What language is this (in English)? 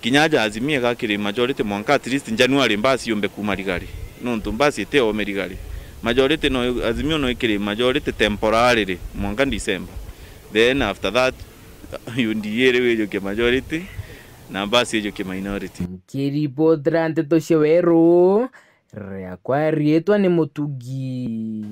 Meru